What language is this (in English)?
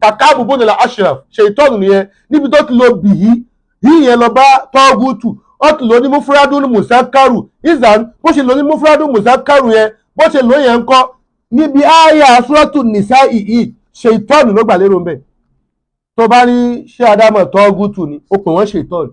Yoruba